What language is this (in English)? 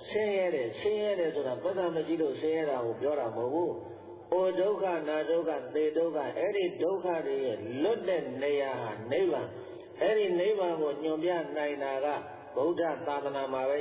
Burmese